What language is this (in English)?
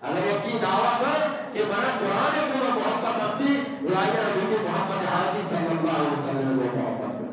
Eastern Balochi